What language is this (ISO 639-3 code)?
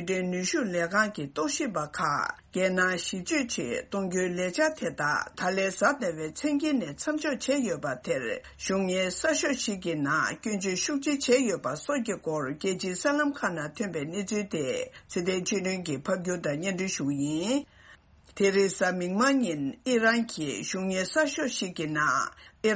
bod